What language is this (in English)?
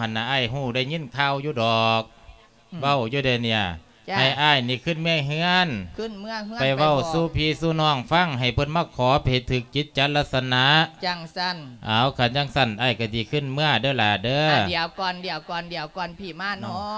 Lao